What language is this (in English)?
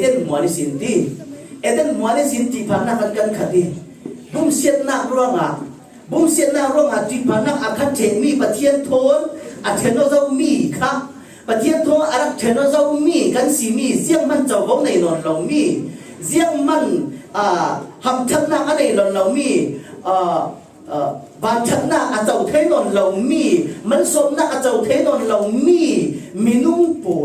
Falam Chin